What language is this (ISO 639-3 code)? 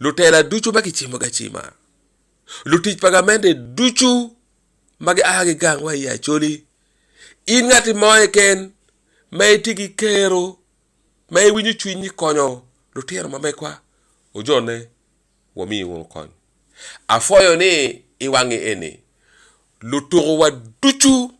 ach